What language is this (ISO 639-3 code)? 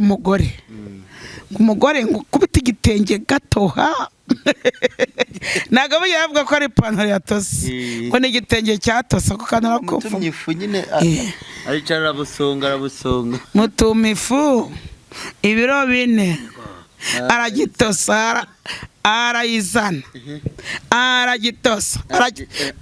kin